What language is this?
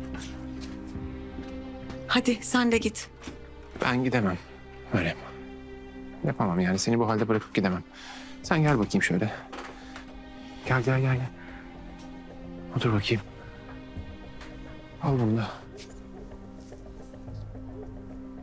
Turkish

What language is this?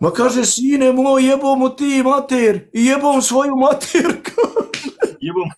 Bosnian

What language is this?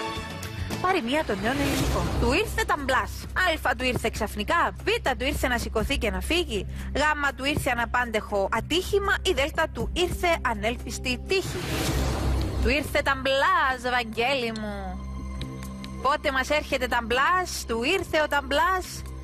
Greek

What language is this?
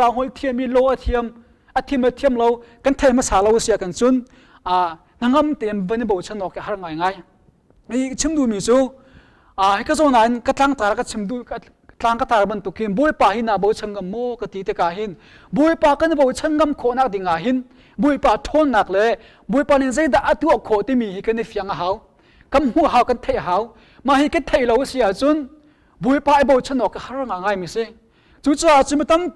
Hakha Chin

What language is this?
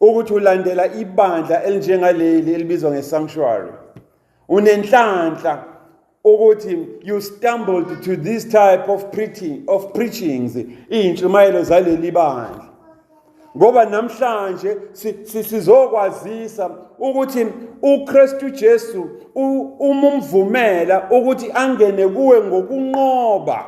Zulu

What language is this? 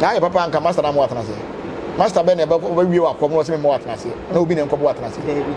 Akan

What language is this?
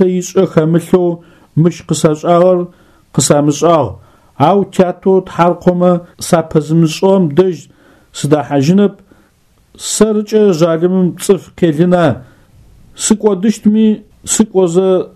Adyghe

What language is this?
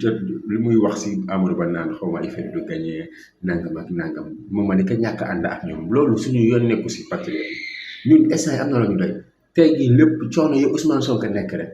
Wolof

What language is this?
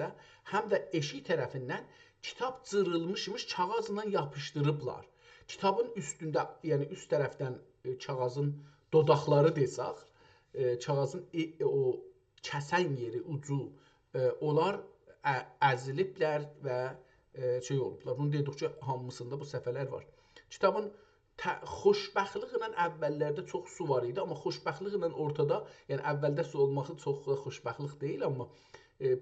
South Azerbaijani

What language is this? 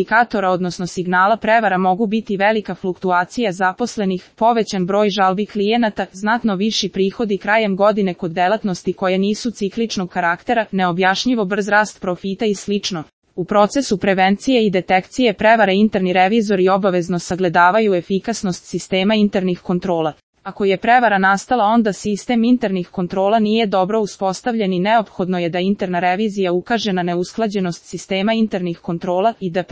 Serbian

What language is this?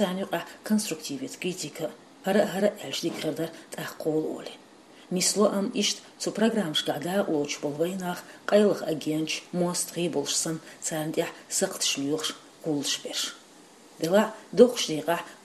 Chechen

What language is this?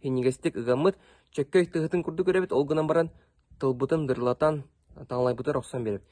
Yakut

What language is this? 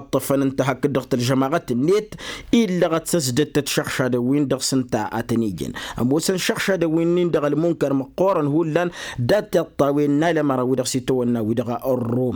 Tamasheq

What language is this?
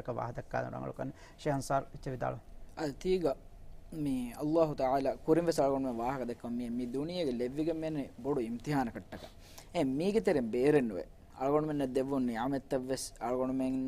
Divehi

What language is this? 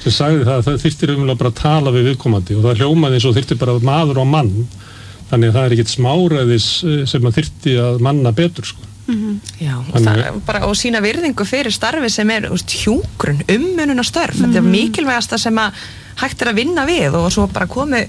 Icelandic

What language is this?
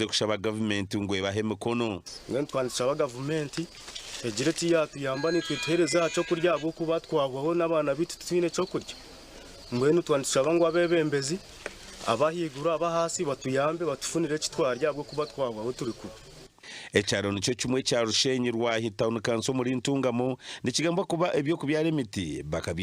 Nyankole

